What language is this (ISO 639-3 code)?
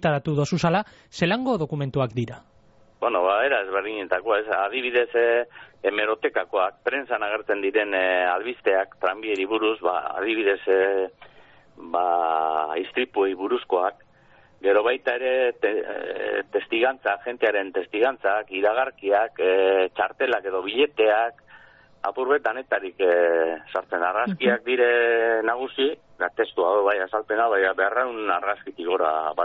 eus